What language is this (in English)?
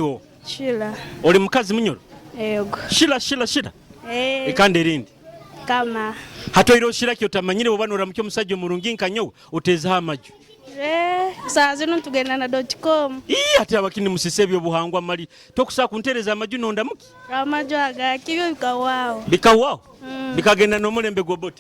Nyoro